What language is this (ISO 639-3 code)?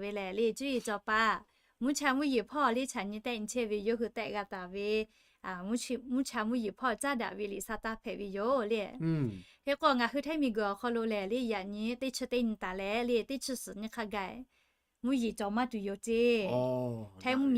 lhu